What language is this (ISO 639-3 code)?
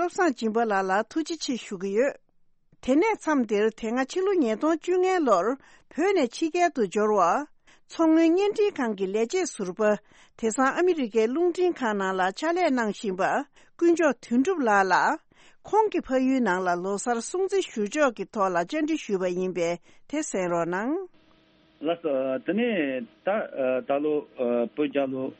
bod